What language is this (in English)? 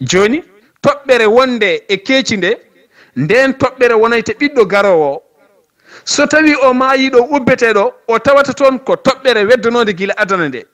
Fula